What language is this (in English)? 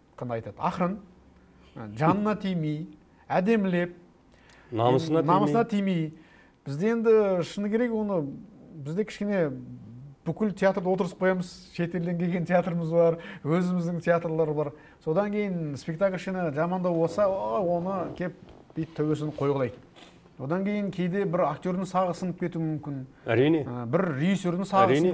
Kazakh